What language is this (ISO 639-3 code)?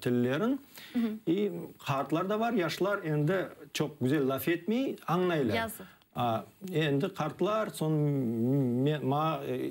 crh